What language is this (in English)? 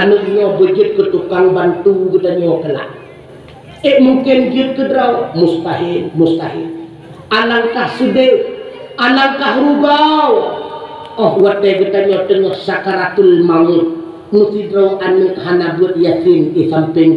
Achinese